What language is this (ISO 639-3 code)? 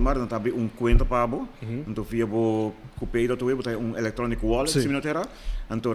pap